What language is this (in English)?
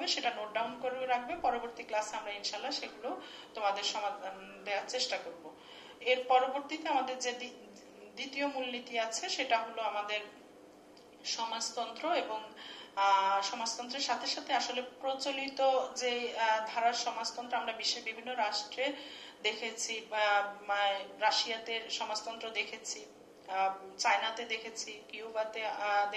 Bangla